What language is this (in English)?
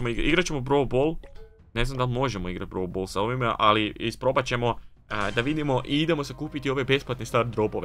Croatian